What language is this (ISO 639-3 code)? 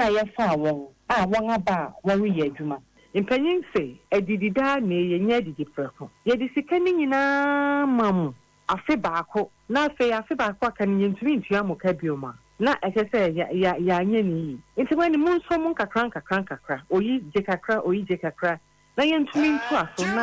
aka